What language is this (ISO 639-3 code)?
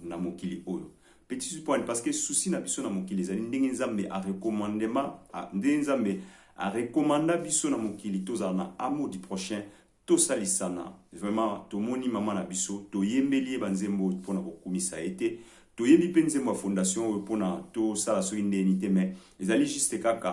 lin